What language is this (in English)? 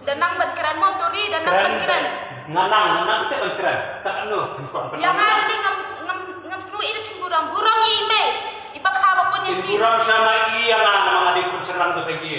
Khasi